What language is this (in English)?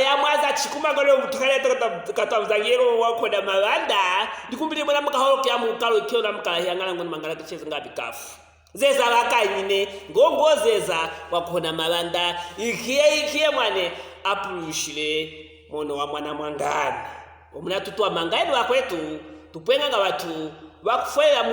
Luvale